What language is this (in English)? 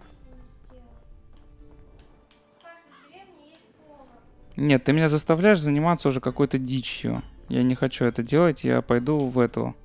Russian